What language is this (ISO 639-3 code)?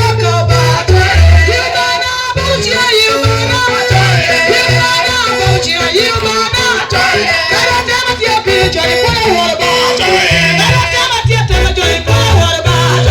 laj